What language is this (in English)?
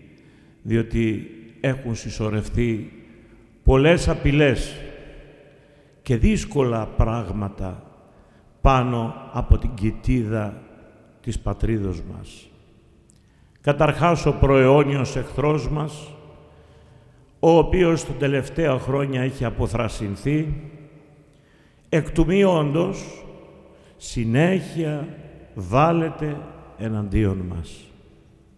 Greek